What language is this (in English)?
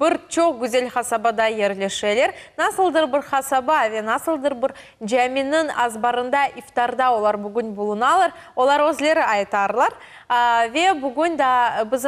Crimean Tatar